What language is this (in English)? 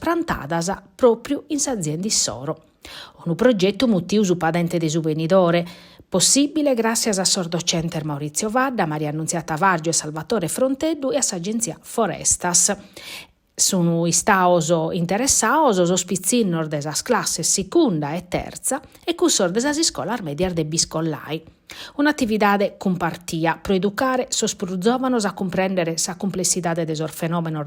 Sardinian